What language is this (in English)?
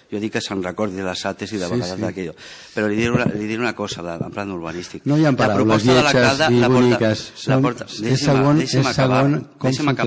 Catalan